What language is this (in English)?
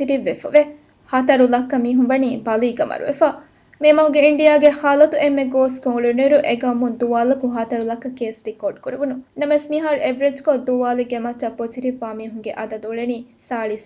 Divehi